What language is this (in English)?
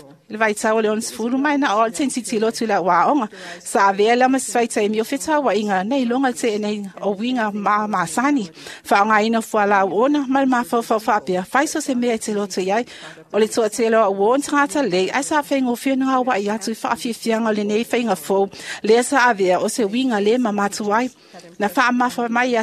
Samoan